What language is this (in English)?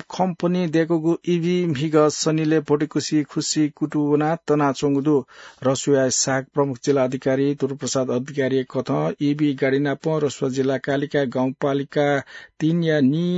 Newari